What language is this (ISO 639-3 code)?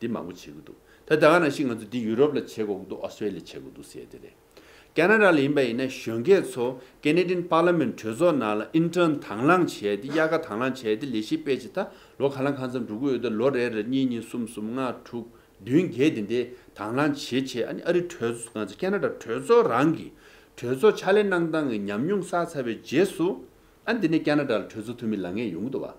bod